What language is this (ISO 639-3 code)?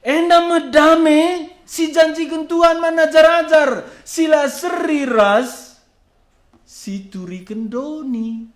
btx